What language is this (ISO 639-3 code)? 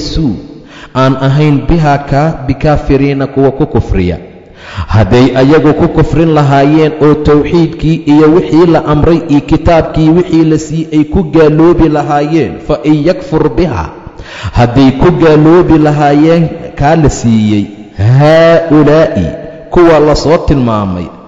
som